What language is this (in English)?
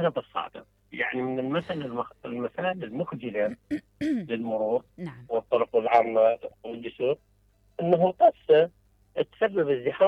Mesopotamian Arabic